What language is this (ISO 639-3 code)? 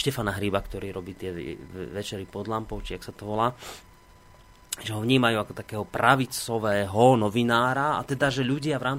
slk